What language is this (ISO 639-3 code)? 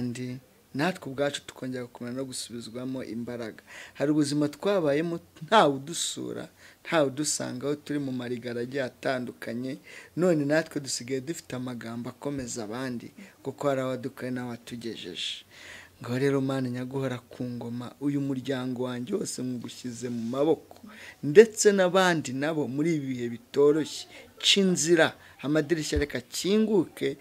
kin